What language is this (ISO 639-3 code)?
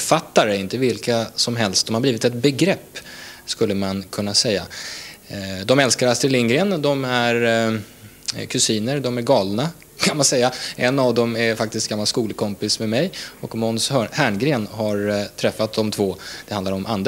swe